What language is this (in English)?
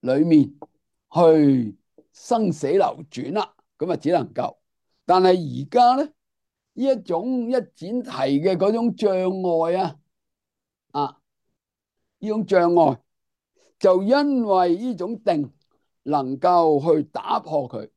Cantonese